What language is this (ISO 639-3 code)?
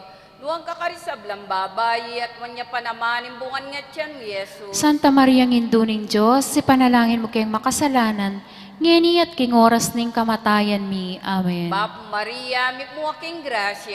pam